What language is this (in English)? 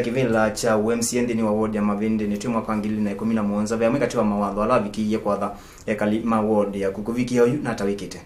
Kamba